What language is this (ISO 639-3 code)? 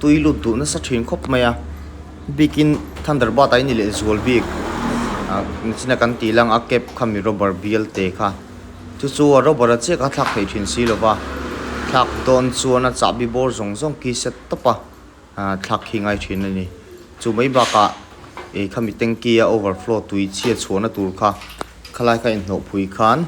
lus